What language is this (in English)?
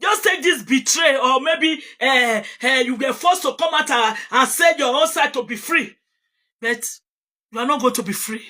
Nigerian Pidgin